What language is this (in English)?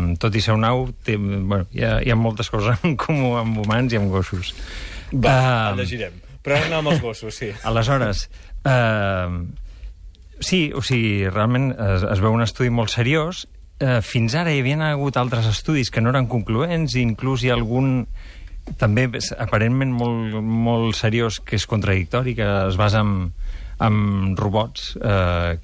Catalan